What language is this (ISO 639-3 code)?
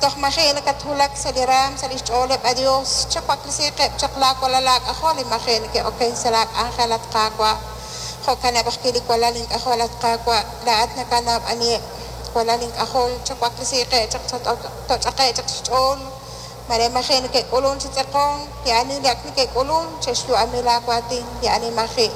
kek